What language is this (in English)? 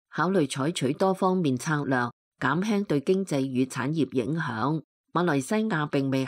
Cantonese